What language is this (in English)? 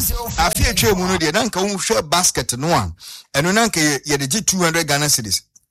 Akan